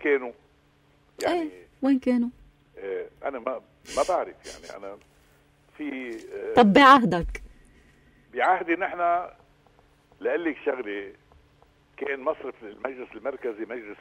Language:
North Levantine Arabic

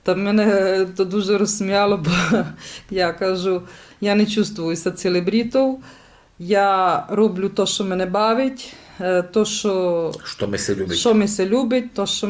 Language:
Rusyn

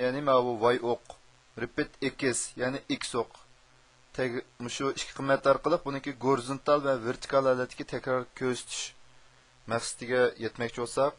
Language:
Uyghur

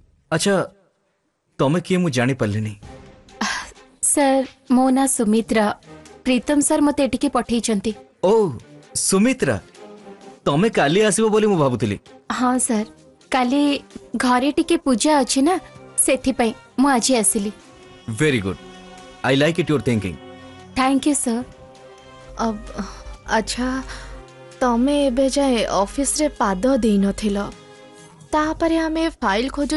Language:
Odia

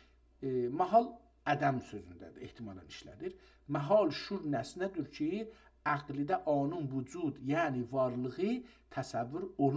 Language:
South Azerbaijani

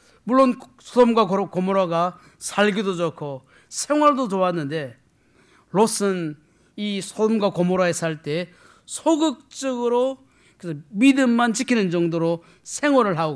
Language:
Korean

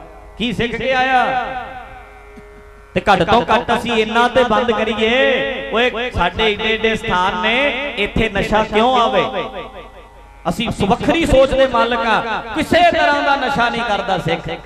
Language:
Punjabi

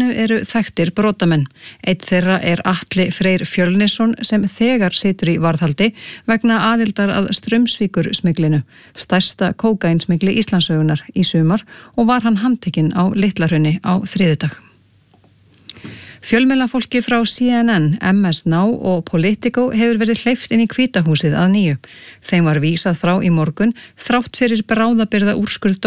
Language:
Icelandic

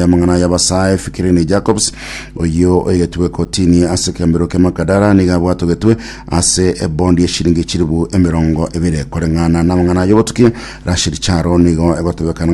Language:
Gusii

